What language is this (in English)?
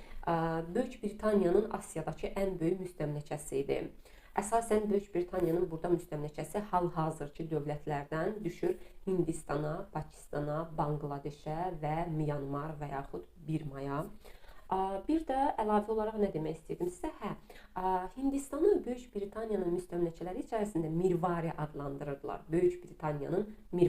Azerbaijani